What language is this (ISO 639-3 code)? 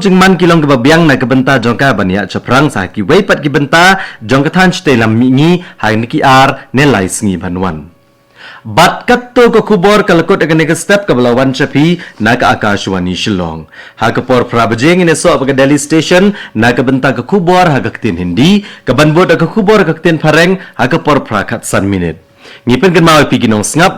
kha